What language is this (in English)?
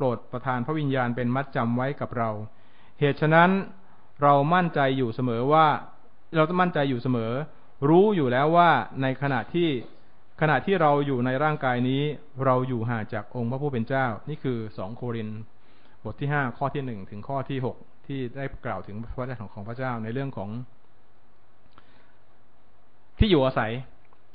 Thai